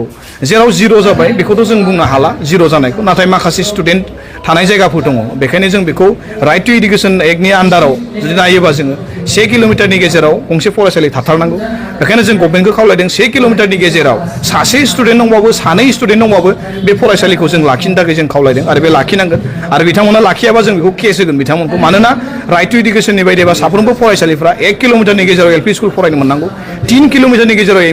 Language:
Bodo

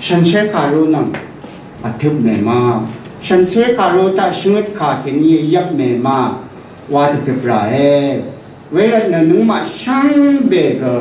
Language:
Rawang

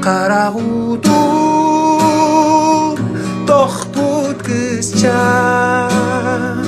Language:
Yakut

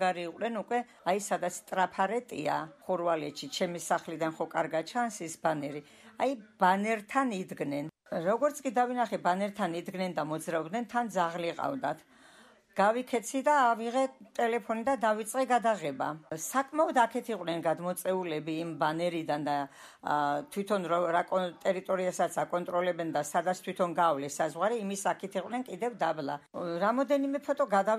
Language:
Georgian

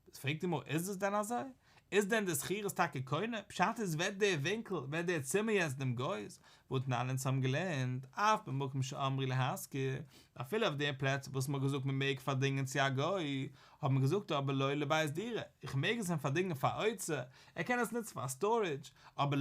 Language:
Yiddish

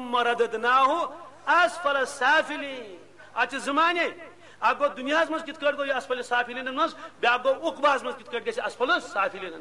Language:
Kashmiri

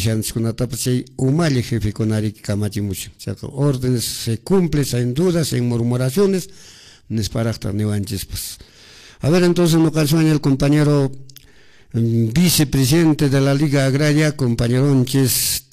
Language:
Quechua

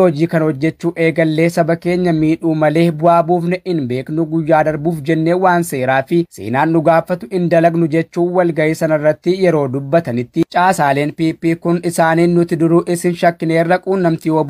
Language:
Oromo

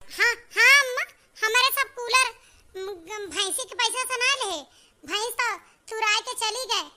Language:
Awadhi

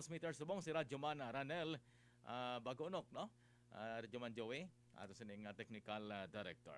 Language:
Hiligaynon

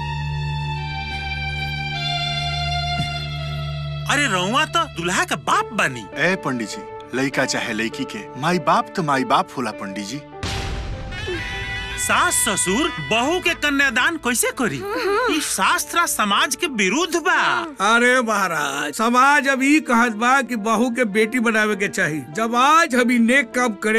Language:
Bhojpuri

